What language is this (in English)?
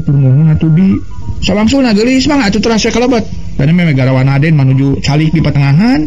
Sundanese